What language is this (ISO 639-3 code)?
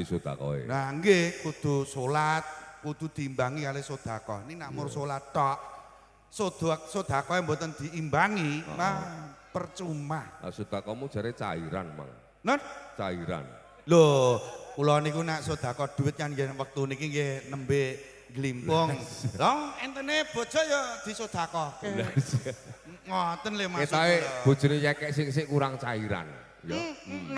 jav